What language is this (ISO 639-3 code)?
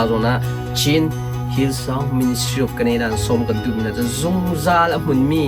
cnh